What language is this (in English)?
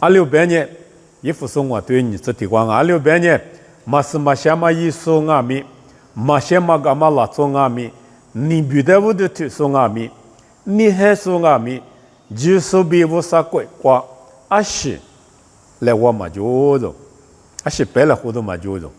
Lisu